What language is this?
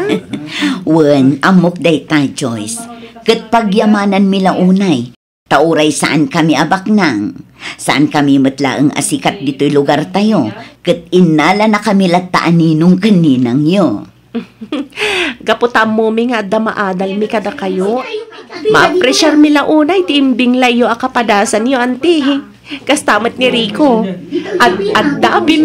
Iloko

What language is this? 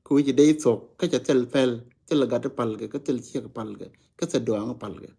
Nuer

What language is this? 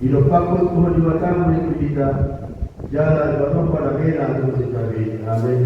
Batak Toba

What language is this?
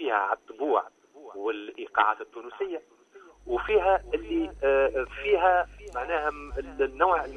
Tunisian Arabic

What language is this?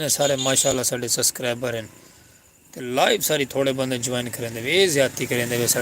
Saraiki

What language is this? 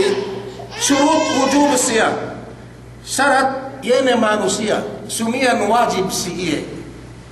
Yakan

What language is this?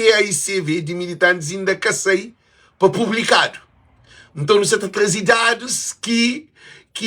Kabuverdianu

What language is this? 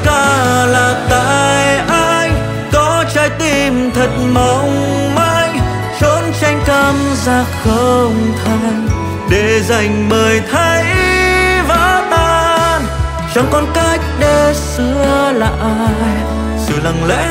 Vietnamese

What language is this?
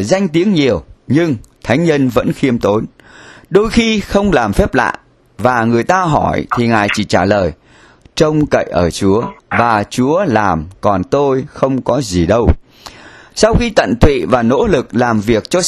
Vietnamese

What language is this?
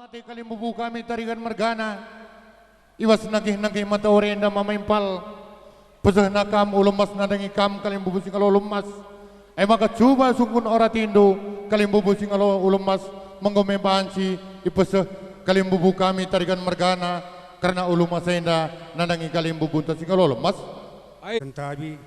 Batak Karo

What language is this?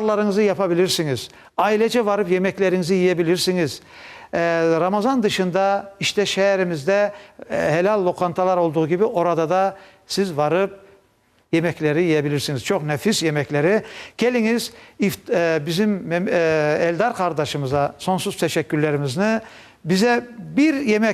Crimean Tatar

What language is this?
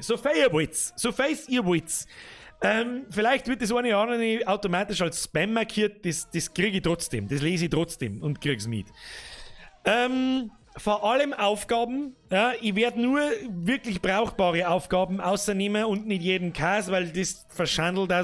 Bavarian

